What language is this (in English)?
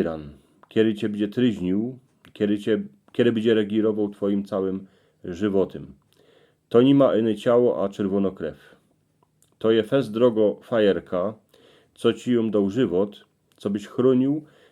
Silesian